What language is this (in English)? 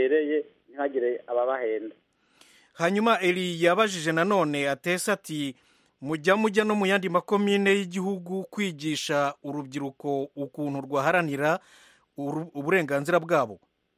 Kinyarwanda